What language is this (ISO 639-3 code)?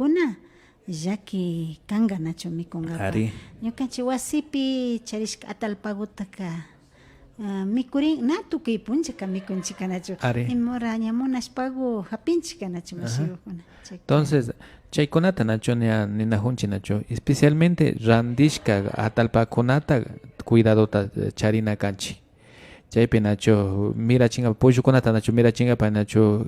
qvi